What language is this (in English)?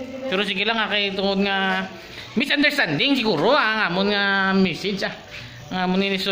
Hiligaynon